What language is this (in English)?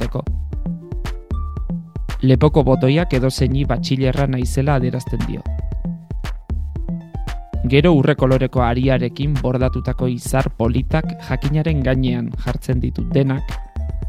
Basque